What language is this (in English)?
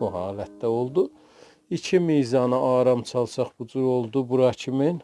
South Azerbaijani